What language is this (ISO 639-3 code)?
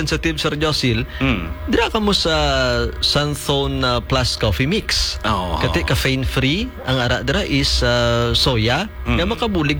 hil